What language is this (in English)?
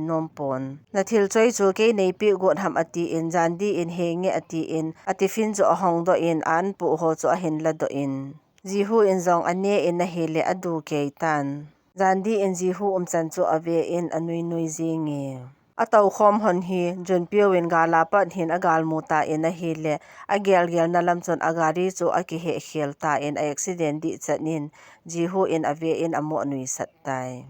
Thado Chin